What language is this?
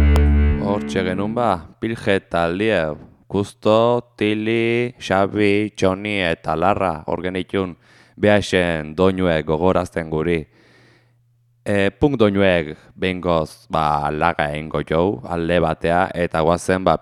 Basque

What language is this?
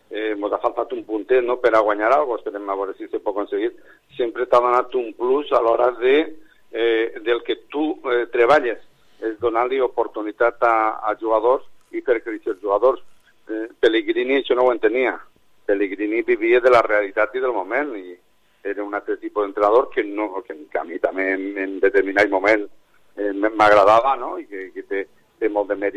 Catalan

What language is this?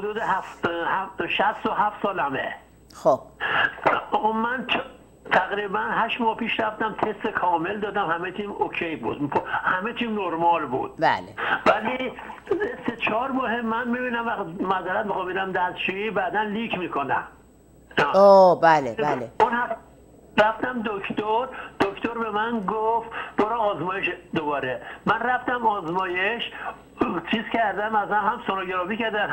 Persian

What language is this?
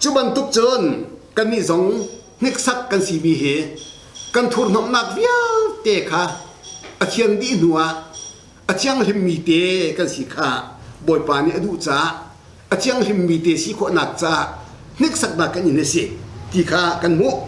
Hakha Chin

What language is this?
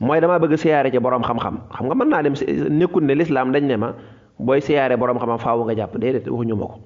Wolof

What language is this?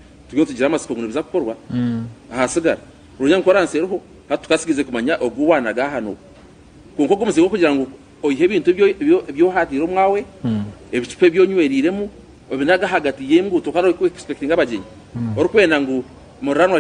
Nyankole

